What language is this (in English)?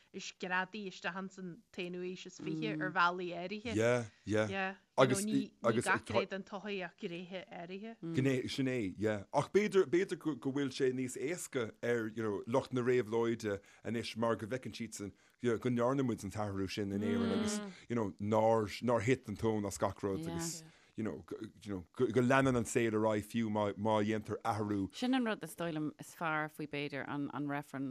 Irish